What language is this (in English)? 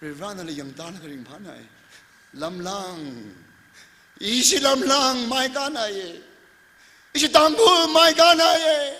Tangkhul Naga (India)